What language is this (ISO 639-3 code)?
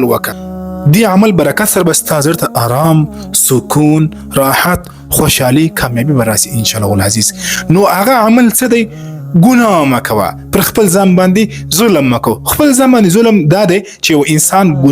pus